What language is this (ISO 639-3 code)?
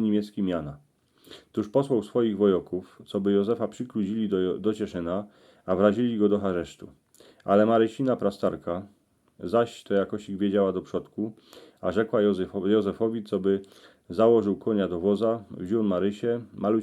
szl